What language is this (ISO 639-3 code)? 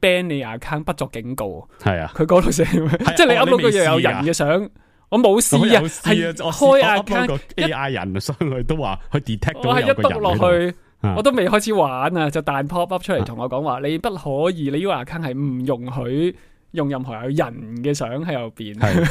yue